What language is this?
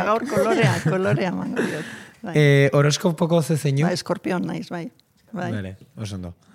Basque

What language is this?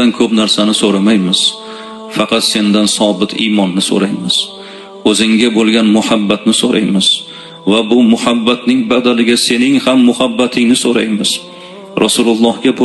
Uzbek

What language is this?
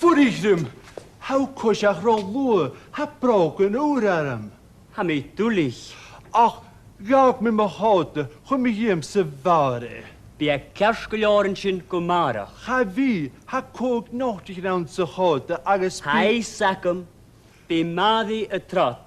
Scottish Gaelic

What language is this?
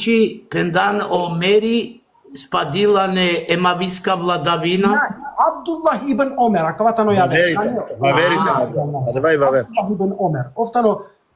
Balkan Romani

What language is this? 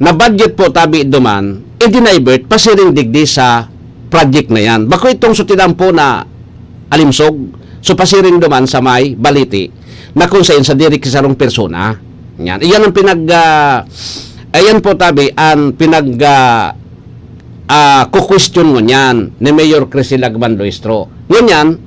Bikol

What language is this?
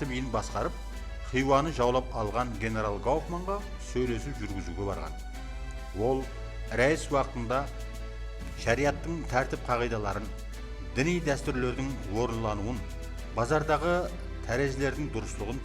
Kara-Kalpak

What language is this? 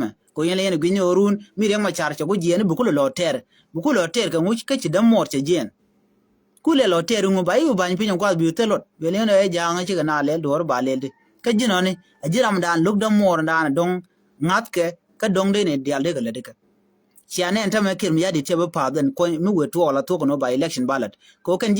Nuer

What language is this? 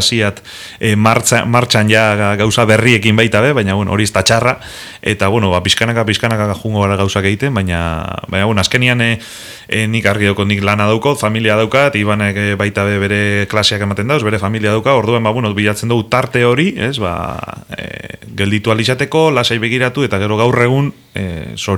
Basque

